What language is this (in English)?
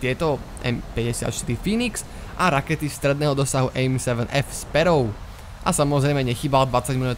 Slovak